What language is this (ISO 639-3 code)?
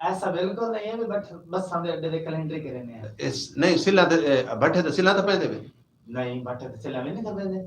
skr